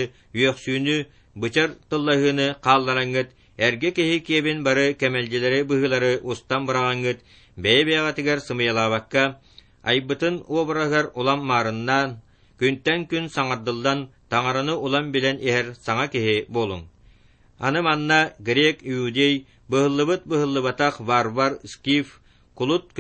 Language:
Yakut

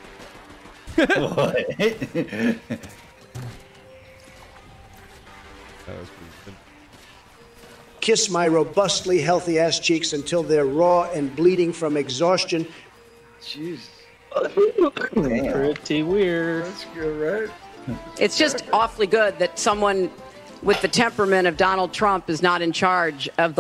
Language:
English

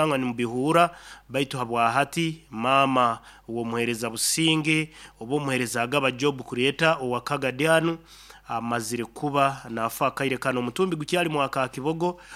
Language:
Nyoro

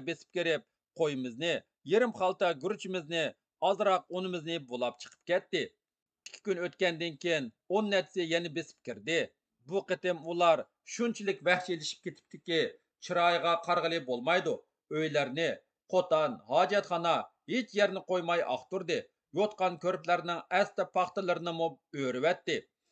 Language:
Uyghur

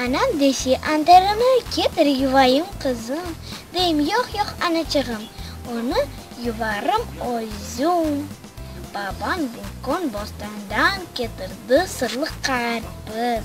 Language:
Crimean Tatar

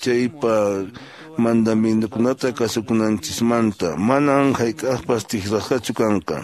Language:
Quechua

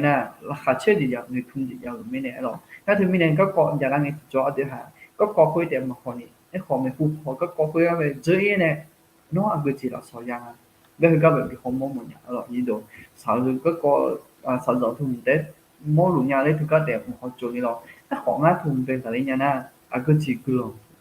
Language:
Akha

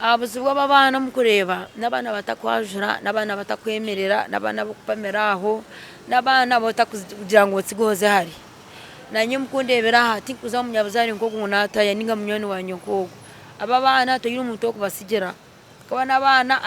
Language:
Nyankole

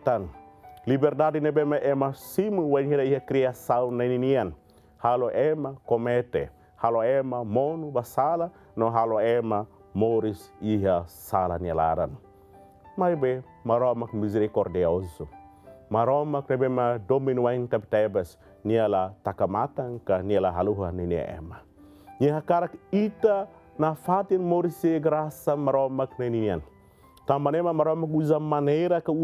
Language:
Tetum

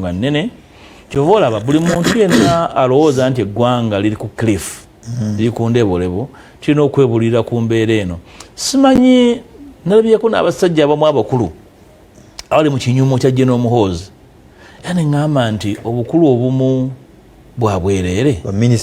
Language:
Ganda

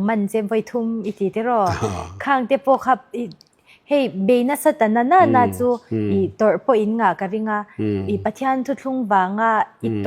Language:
Mizo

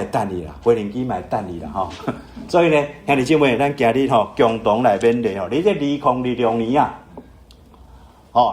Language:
Min Nan Chinese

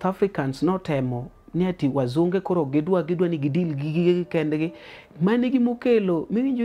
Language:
Luo (Kenya and Tanzania)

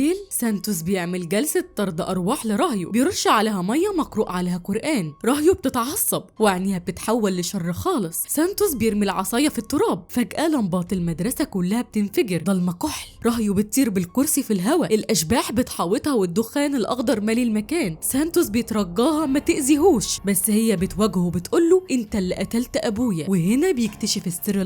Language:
Egyptian Arabic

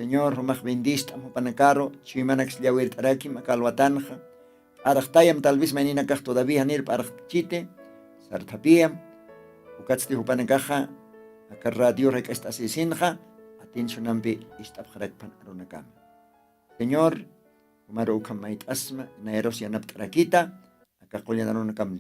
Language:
Aymara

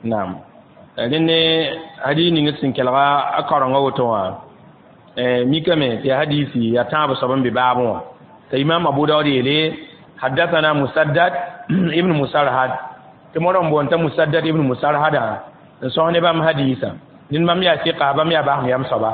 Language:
Mossi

